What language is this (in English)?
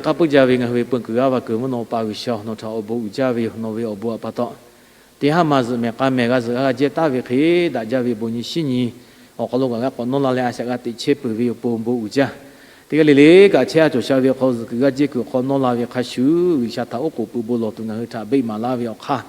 Lahu